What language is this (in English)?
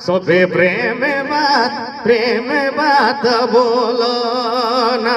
Sadri